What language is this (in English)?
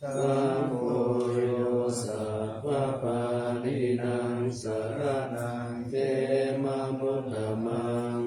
Pali